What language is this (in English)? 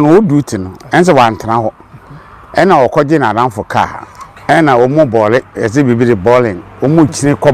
Akan